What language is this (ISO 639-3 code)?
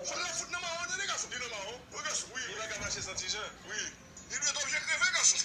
hat